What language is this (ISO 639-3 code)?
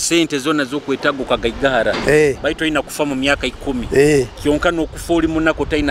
nyo